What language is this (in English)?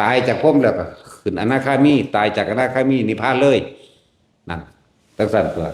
Northeastern Thai